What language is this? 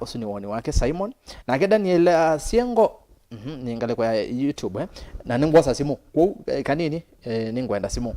Kamba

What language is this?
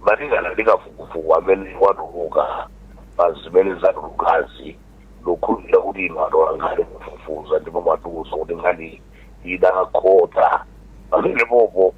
Nyanja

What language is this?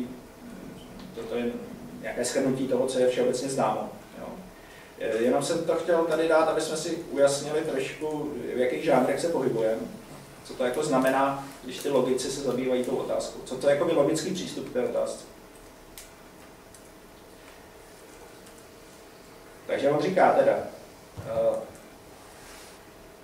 Czech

